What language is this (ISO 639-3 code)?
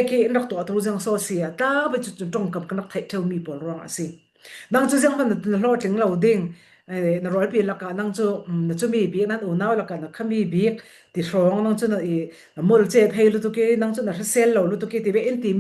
cfm